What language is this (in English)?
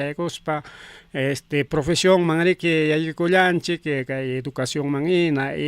Ayacucho Quechua